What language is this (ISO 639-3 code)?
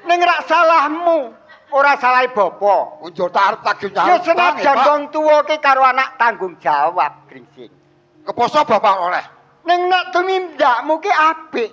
jav